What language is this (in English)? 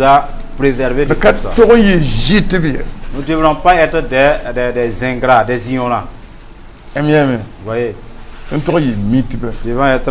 Mossi